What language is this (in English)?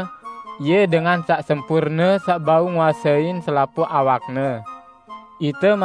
Sasak